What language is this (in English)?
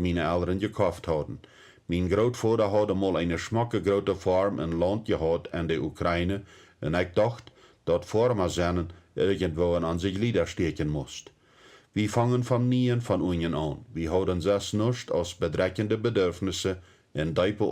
Plautdietsch